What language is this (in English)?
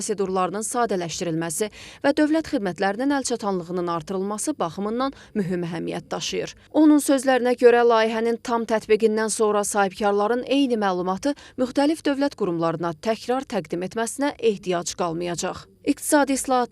Azerbaijani